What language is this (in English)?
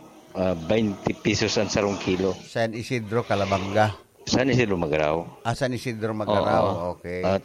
Bikol